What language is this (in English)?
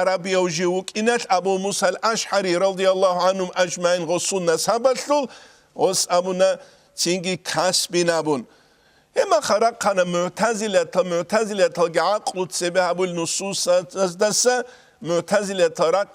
Avaric